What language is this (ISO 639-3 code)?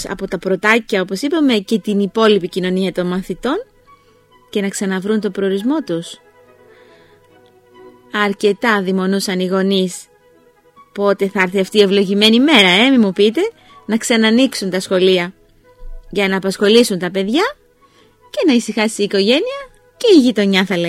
ell